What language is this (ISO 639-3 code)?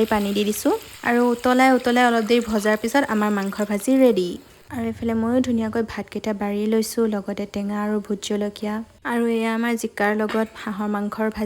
asm